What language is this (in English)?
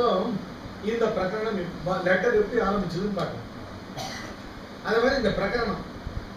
Tamil